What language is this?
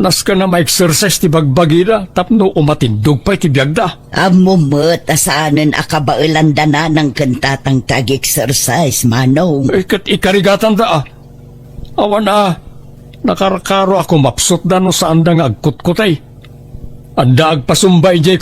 Iloko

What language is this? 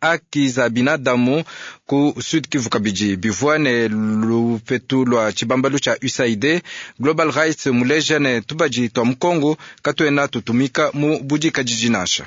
Luba-Lulua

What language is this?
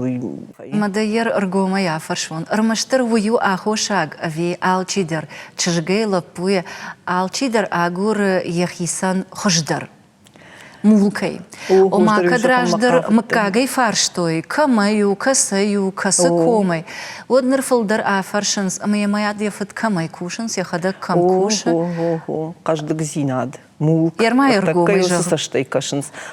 Ossetic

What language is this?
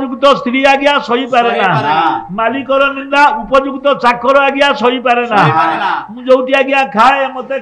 Odia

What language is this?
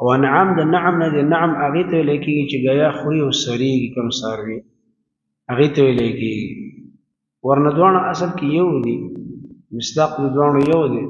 Pashto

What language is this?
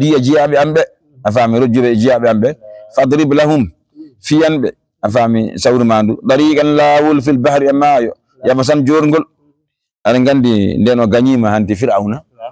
Fula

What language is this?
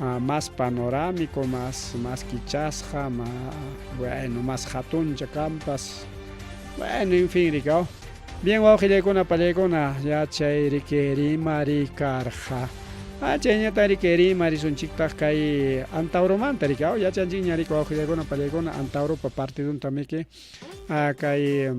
Ayacucho Quechua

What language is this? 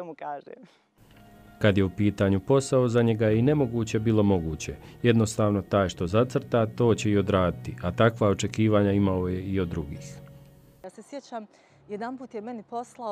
Croatian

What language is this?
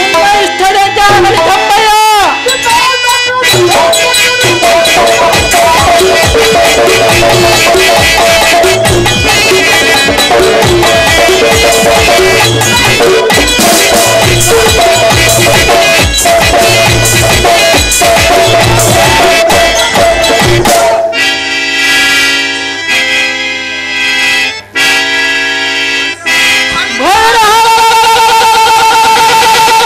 Kannada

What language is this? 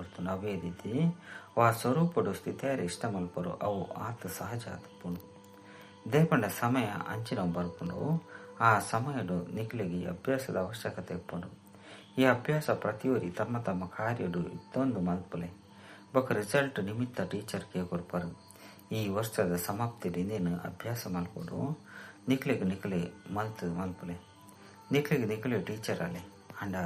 Tulu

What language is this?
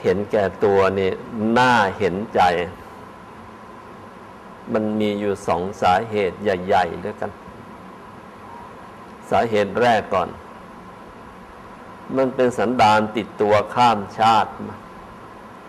Thai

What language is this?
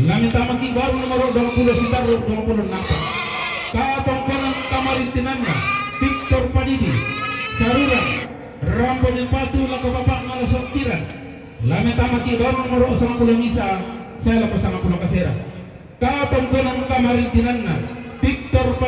Toraja-Sa'dan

